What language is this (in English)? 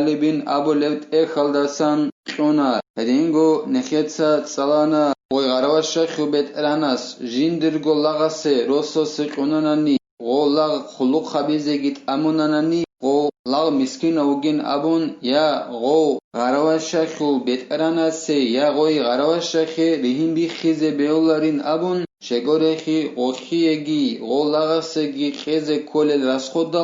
Avaric